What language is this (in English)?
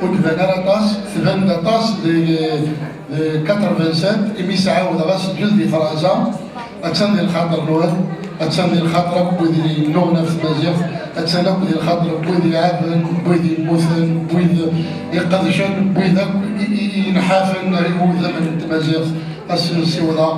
Kabyle